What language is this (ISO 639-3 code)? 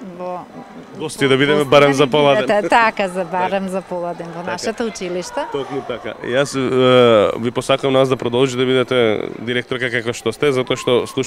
mkd